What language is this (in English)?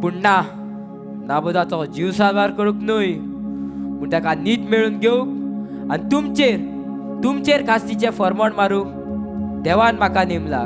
Konkani